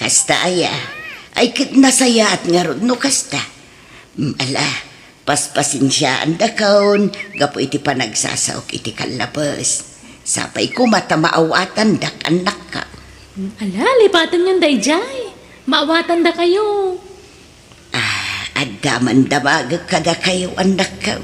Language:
Iloko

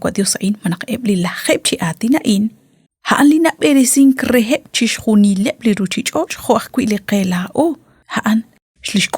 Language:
Kekchí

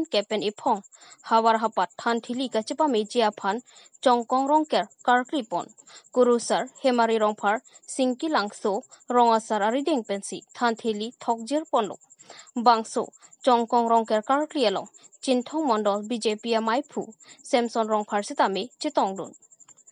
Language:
Karbi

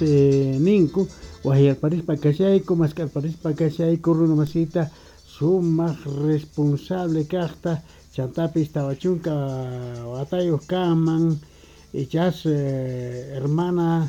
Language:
Quechua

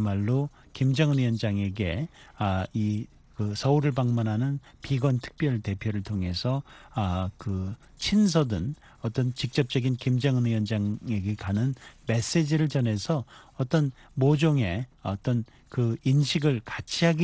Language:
Korean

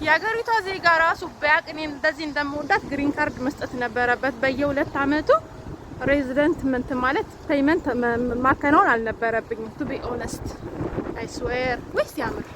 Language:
Amharic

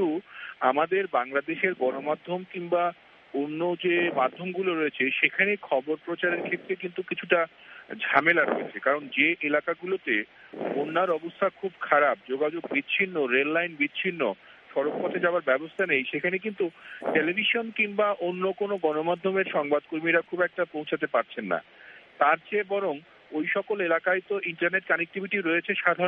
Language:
Bangla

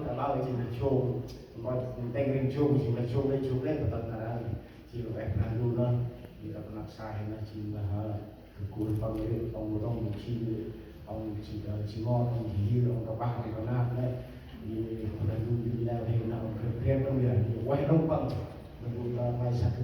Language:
Central Mnong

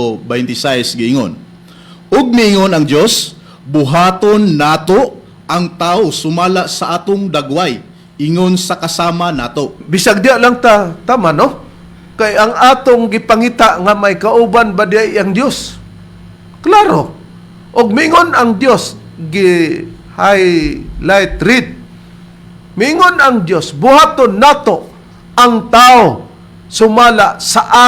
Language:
Cebuano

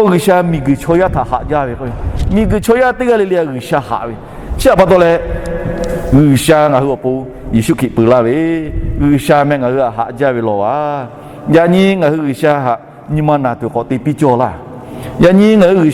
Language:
Lahu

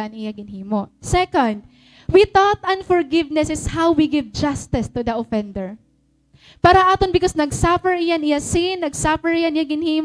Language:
Waray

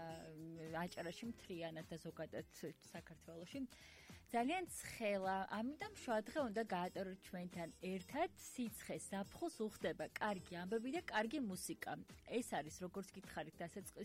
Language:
Georgian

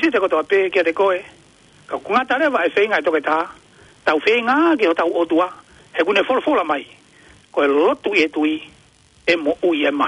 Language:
Tongan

